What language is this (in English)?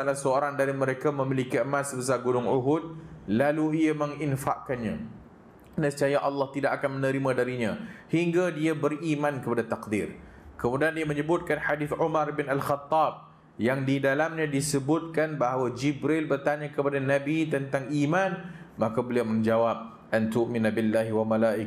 Malay